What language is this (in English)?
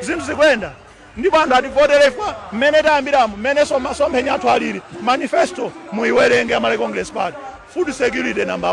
Nyanja